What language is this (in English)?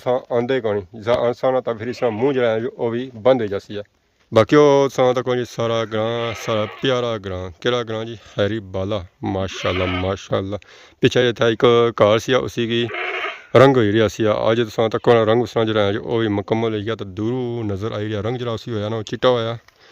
Pahari-Potwari